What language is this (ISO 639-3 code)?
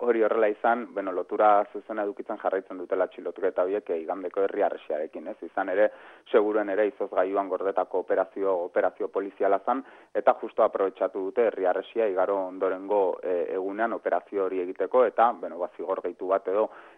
eus